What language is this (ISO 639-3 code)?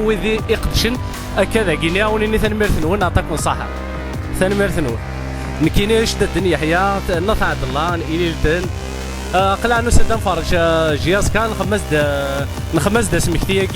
kab